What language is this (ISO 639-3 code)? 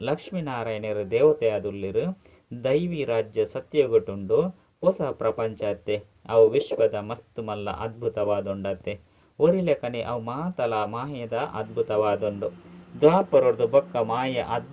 tcy